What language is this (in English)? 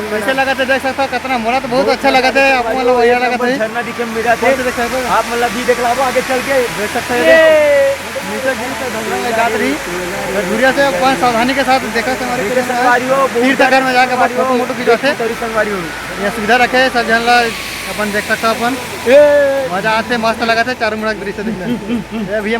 Chhattisgarhi